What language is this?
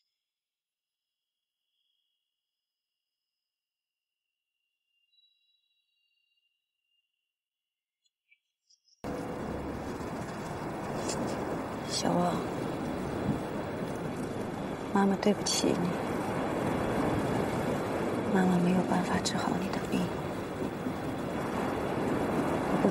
Chinese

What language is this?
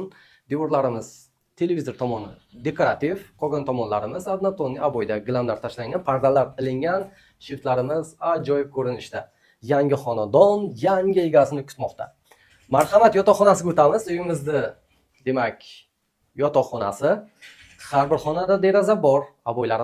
Uzbek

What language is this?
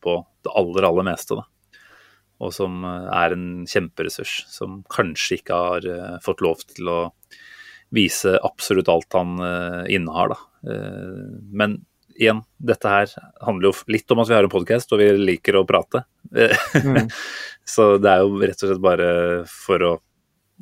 Norwegian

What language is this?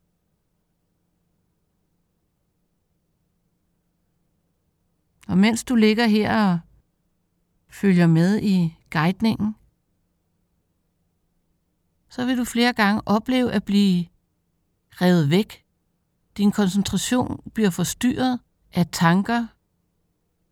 Danish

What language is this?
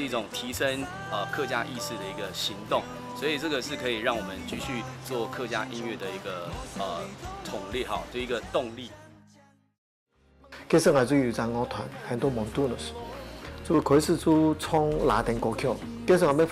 Hakka Chinese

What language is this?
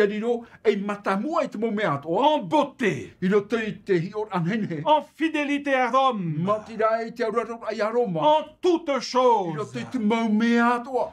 Tahitian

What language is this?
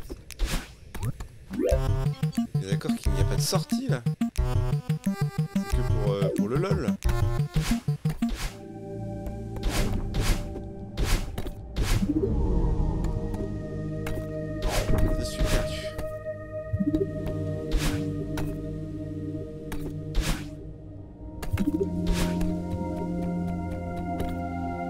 French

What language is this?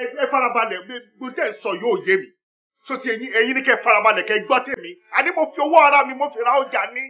Yoruba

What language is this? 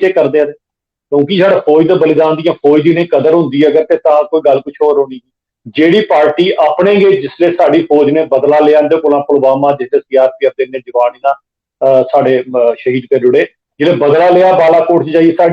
Dogri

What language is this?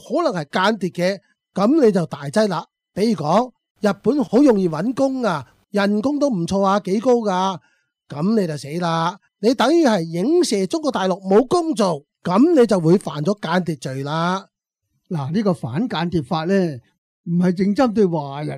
Cantonese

